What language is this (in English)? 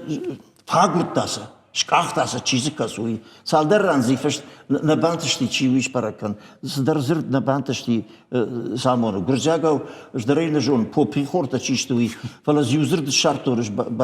Ossetic